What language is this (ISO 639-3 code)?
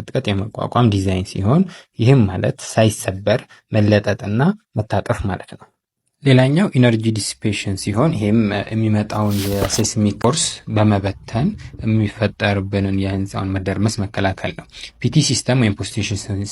amh